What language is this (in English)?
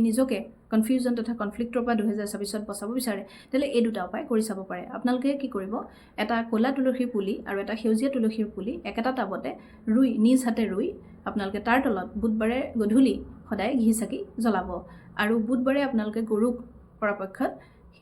Assamese